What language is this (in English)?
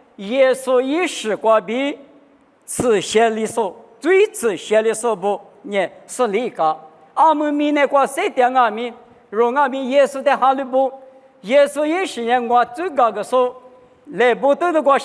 Lisu